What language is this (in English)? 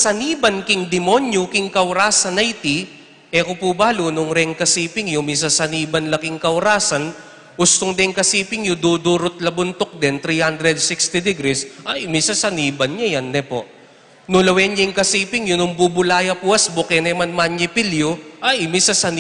Pampanga